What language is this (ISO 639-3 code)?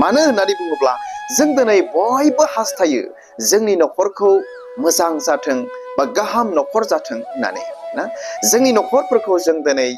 brx